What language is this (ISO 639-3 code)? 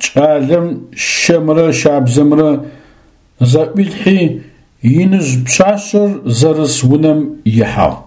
ady